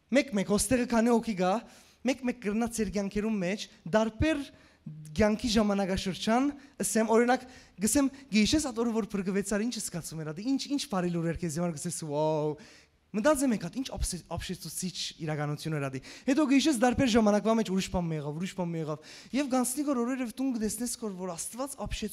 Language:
Western Armenian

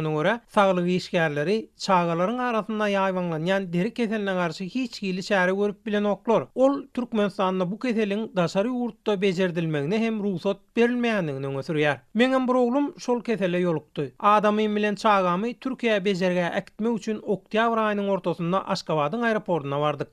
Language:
Turkmen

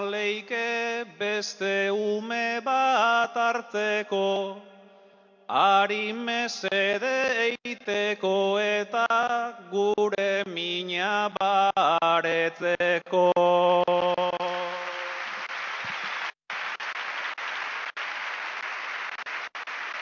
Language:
Basque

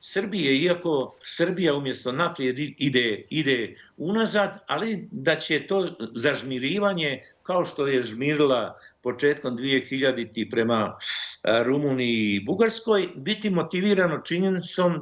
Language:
Bosnian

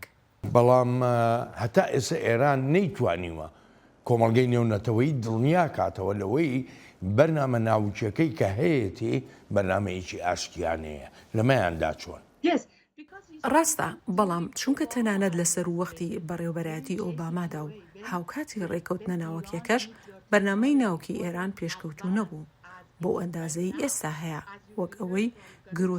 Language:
Central Kurdish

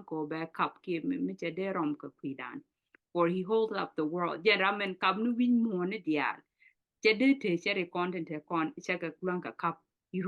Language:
Nuer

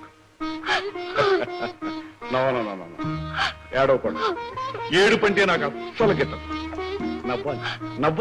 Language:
Telugu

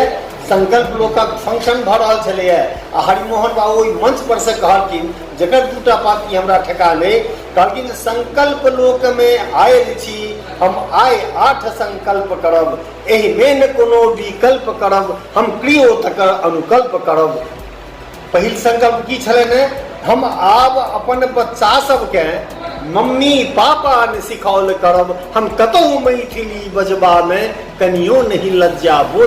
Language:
Maithili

